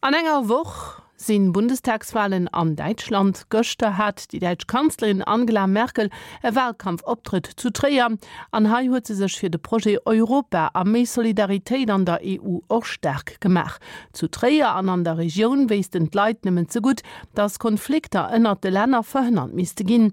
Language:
Luxembourgish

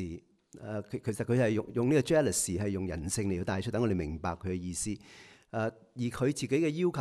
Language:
Cantonese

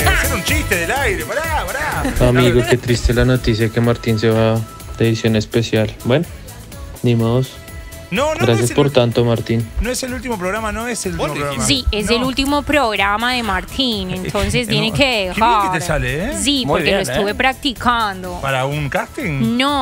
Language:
Spanish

